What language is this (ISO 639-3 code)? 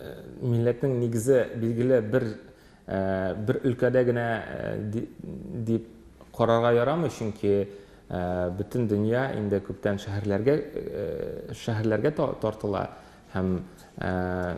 tat